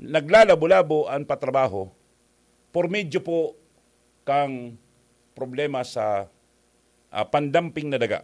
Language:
Bikol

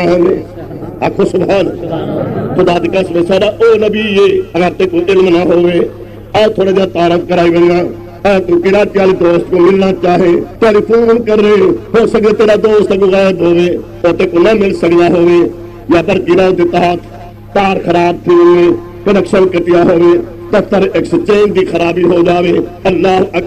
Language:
Saraiki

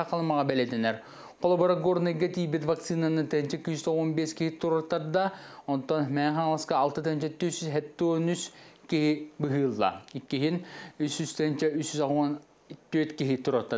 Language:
Yakut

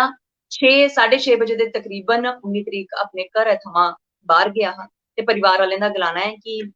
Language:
Dogri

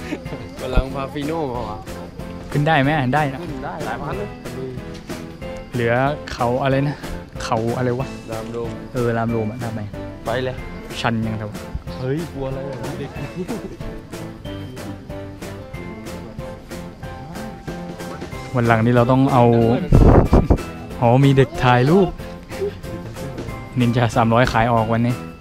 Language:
Thai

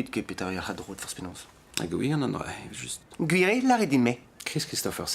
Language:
Breton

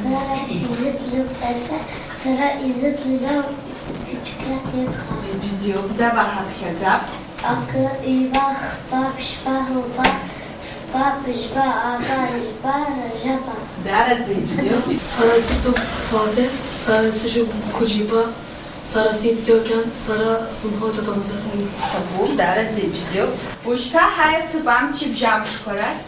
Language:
Abkhazian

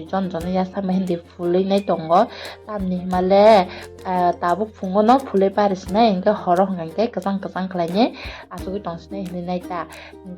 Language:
Kok Borok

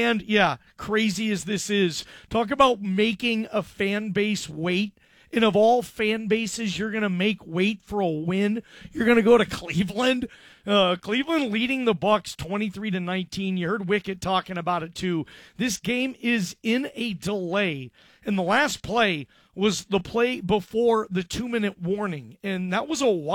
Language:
English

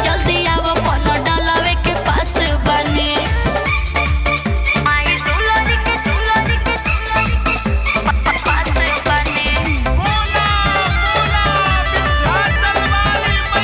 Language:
Bhojpuri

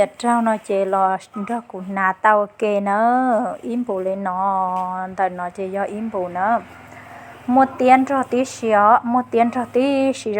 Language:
Hmong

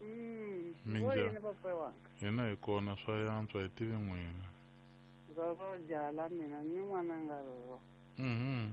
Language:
Tsonga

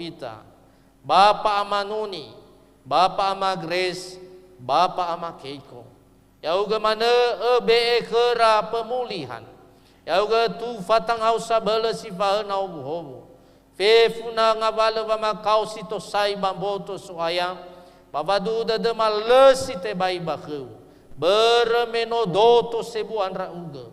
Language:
Nias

